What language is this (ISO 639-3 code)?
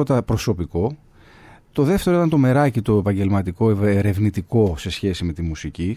ell